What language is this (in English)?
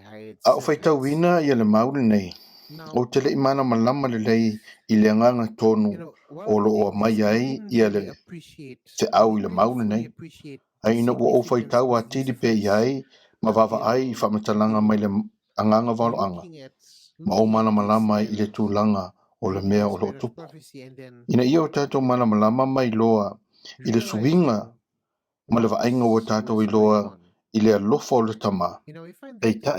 Samoan